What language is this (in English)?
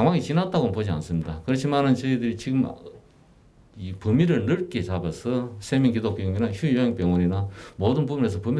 Korean